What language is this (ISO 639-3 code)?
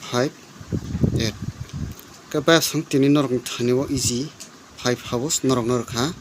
trp